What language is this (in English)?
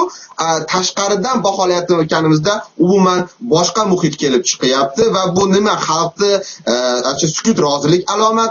Uzbek